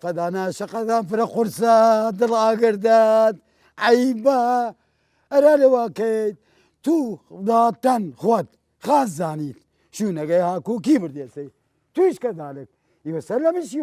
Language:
Southern Kurdish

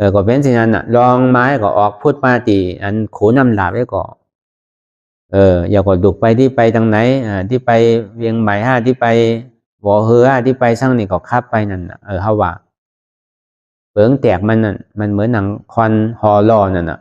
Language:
Shan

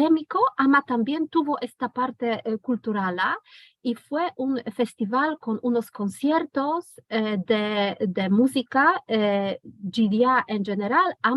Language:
Ladino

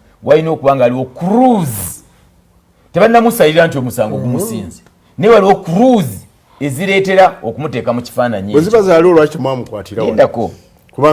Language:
Ganda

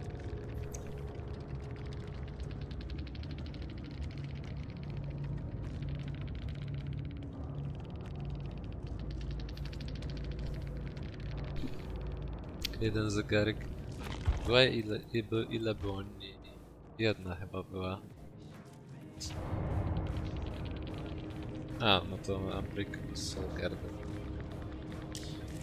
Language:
Polish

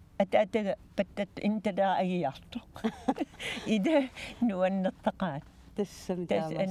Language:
Kalaallisut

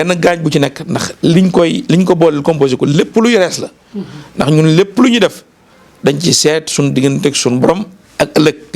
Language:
Wolof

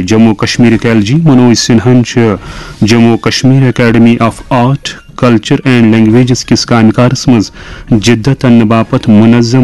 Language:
Kashmiri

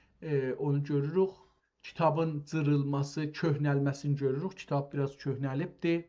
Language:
South Azerbaijani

